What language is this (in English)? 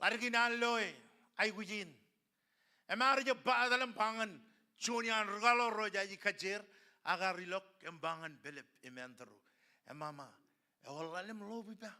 Marshallese